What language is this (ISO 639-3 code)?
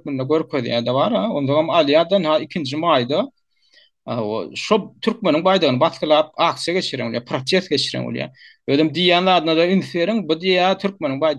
tuk